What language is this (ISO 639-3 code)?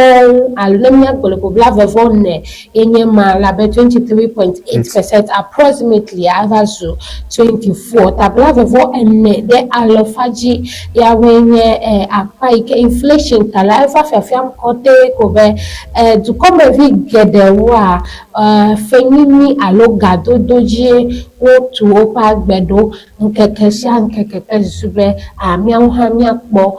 ewe